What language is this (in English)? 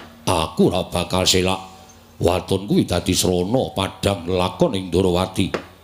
Javanese